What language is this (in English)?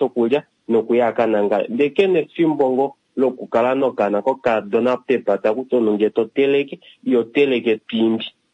Kuanyama